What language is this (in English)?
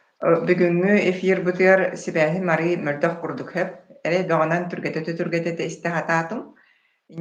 Yakut